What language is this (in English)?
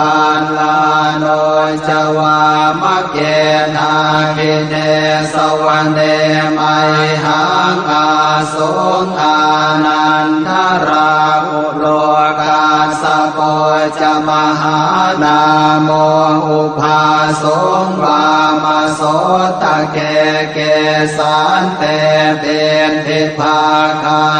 Pali